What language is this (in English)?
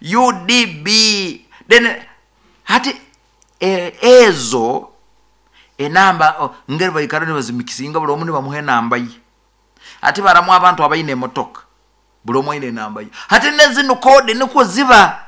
Nyoro